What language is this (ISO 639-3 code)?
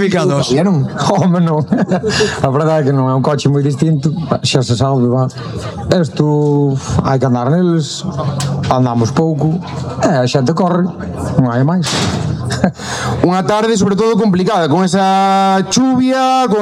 glg